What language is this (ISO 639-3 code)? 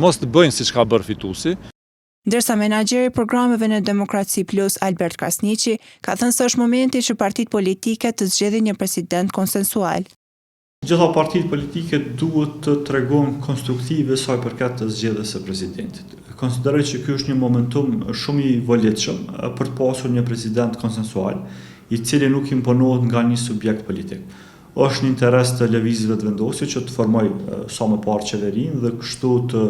sqi